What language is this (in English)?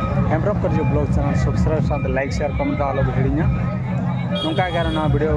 Santali